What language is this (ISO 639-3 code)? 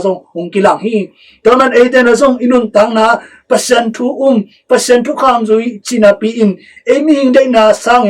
ctd